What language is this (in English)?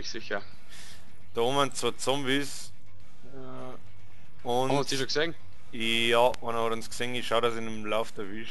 Bavarian